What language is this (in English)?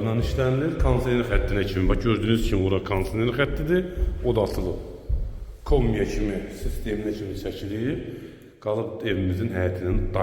Azerbaijani